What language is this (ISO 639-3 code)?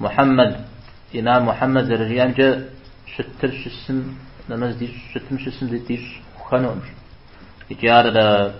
kbd